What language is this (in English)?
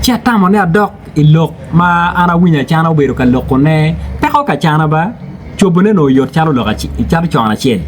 Acoli